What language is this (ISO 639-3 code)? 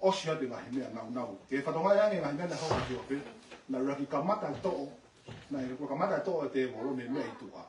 ton